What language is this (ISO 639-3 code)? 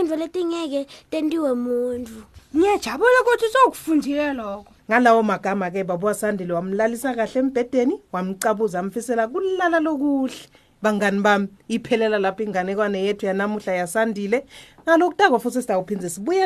ssw